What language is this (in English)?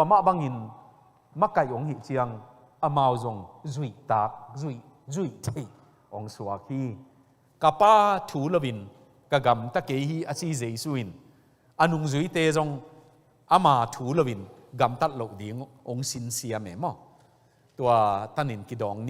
Tedim Chin